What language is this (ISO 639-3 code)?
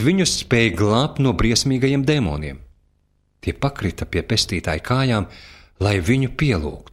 lav